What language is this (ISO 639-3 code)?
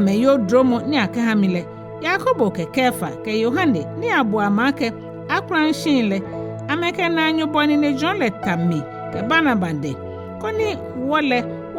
gaa